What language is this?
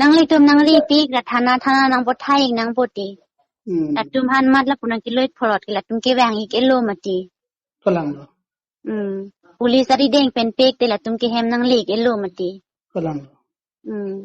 Karbi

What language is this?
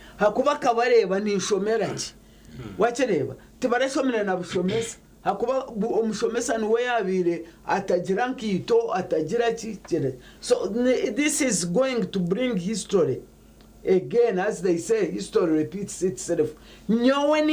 Nyankole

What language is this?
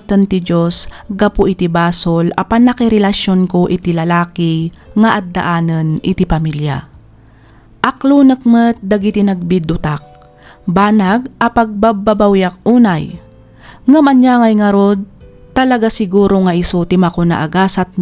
Iloko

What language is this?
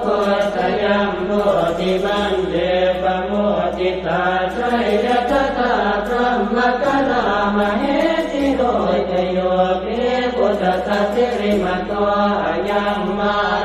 Pali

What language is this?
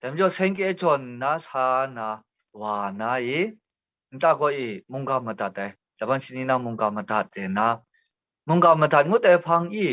Kachin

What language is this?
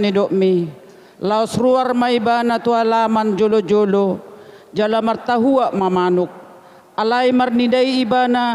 Batak Toba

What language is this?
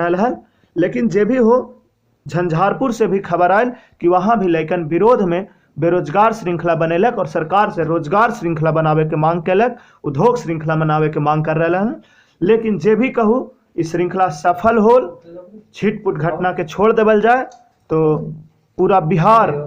Magahi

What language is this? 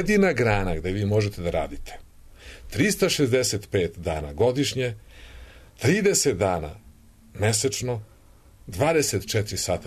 Serbian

